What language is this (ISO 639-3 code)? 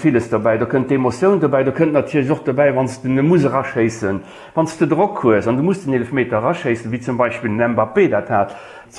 ltz